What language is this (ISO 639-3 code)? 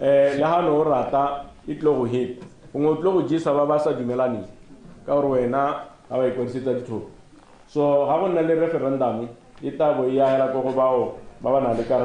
tsn